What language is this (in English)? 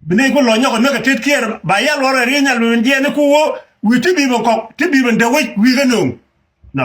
Nuer